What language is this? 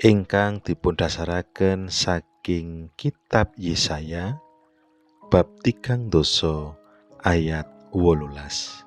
Javanese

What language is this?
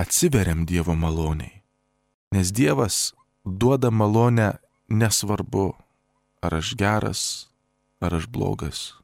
Lithuanian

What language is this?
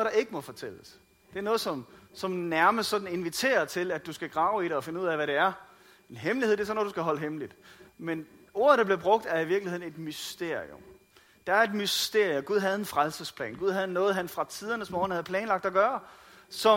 Danish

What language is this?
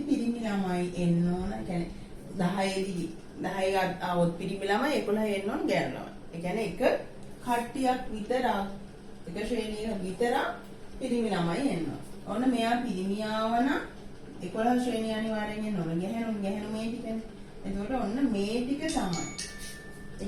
Sinhala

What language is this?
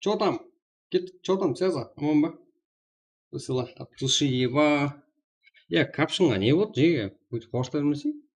Kara-Kalpak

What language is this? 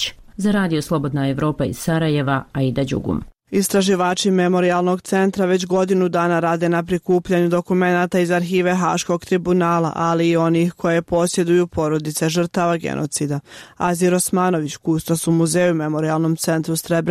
Bosnian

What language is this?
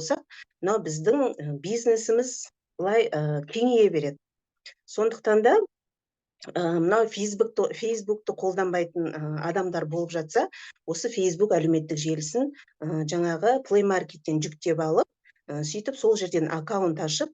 Kazakh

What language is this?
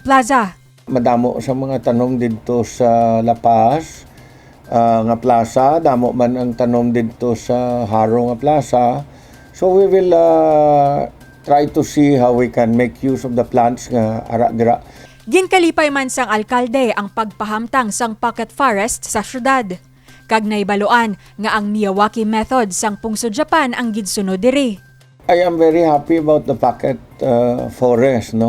Hiligaynon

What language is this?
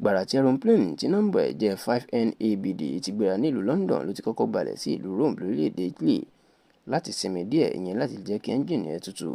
Yoruba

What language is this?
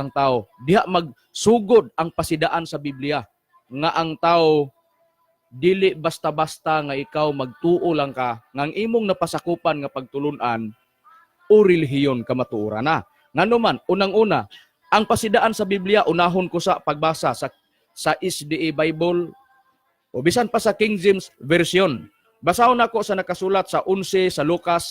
Cebuano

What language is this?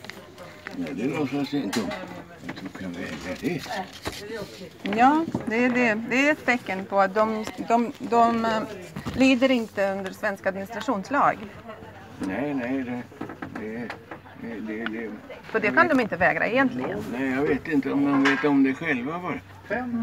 Swedish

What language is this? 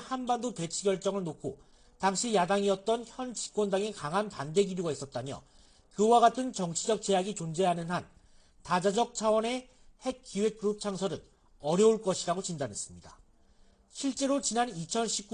Korean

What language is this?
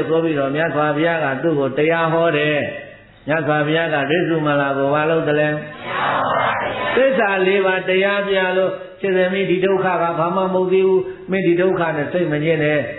Burmese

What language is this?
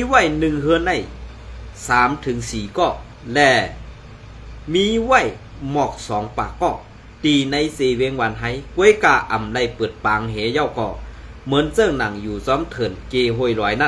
Shan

